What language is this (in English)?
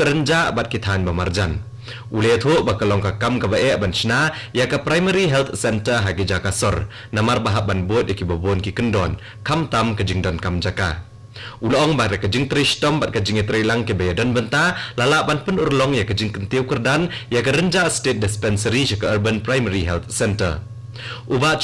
Khasi